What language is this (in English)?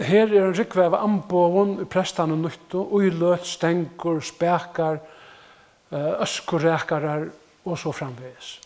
Faroese